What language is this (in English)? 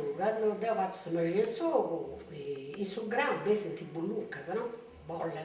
Sardinian